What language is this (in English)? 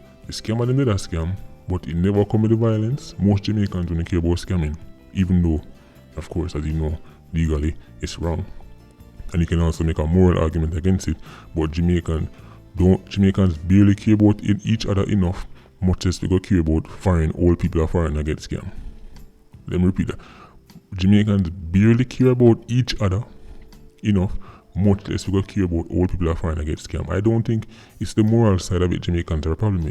Jamaican Creole English